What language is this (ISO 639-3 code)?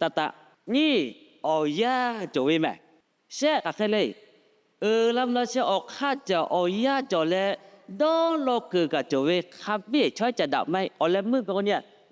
lhu